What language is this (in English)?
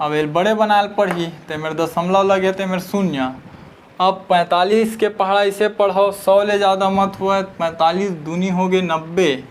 Chhattisgarhi